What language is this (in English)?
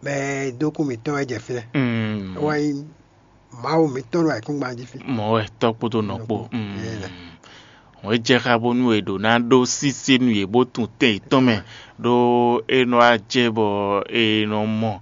Fon